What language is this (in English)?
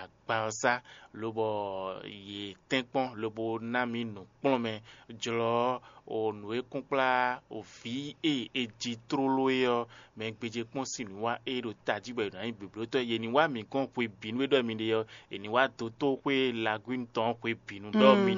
Fon